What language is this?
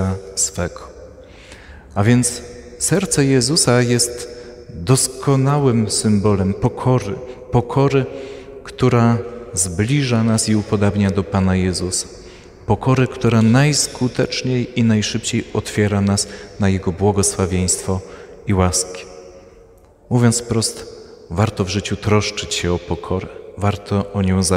Polish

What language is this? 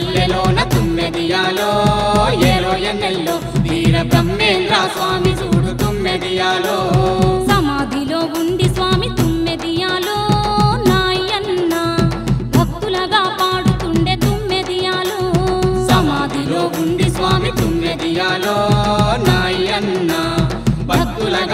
Telugu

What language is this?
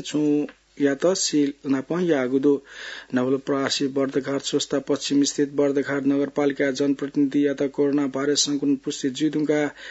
Newari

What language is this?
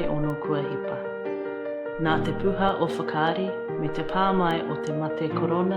Māori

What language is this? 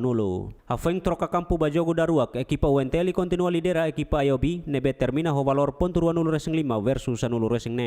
Tetum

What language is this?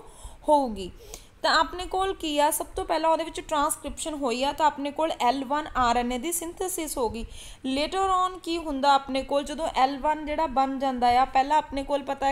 Punjabi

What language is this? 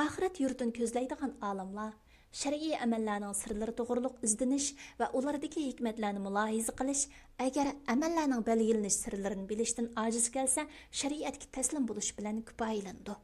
Uyghur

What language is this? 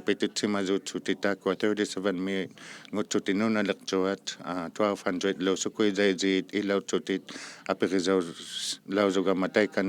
Inuktitut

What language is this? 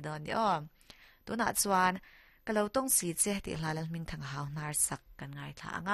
Mizo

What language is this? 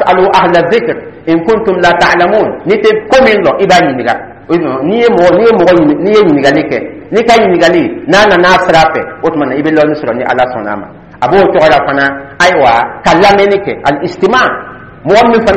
Dyula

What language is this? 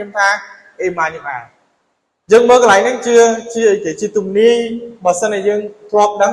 Khmer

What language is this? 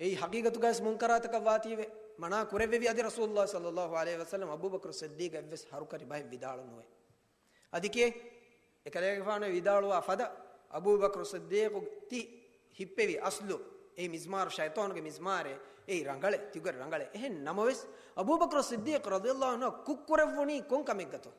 Divehi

